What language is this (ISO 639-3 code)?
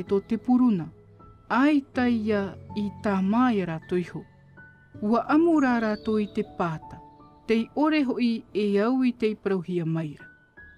tah